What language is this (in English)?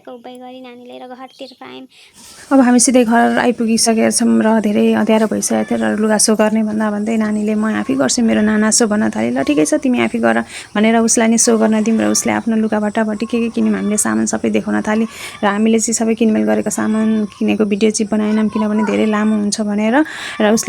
Nepali